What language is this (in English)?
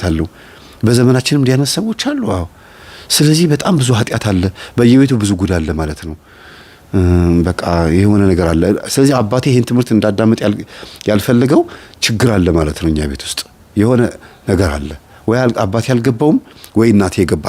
Amharic